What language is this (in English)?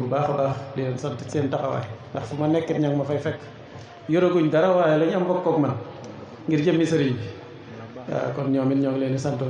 Wolof